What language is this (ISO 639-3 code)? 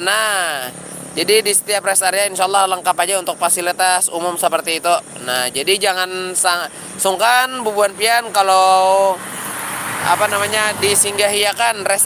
bjn